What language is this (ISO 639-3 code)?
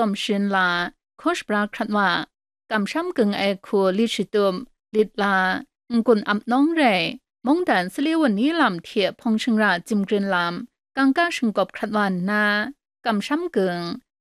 kac